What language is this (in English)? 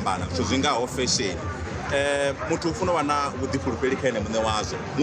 Venda